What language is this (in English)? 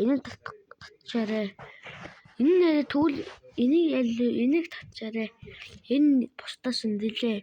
Mongolian